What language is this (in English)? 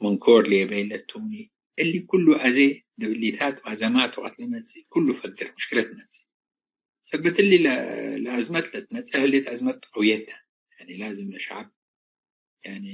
Tigre